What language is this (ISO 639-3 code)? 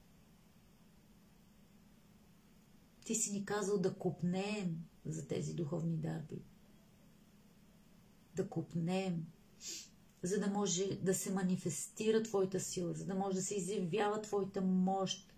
bul